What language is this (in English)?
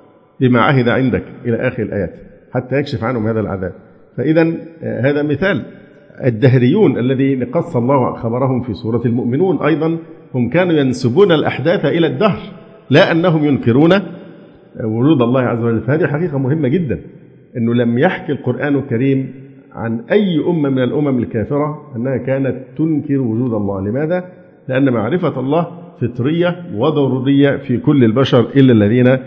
Arabic